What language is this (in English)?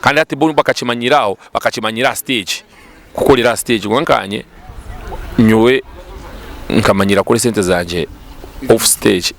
Nyankole